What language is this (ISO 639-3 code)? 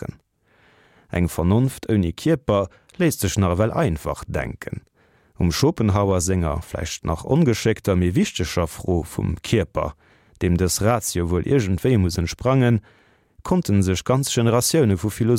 ltz